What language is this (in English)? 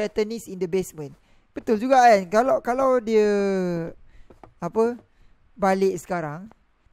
Malay